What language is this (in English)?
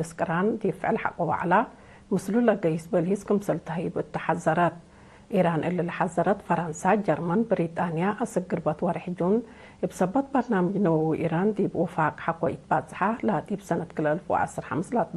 Tigre